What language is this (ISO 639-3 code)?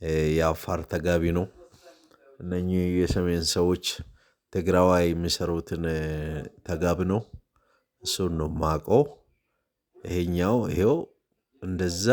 amh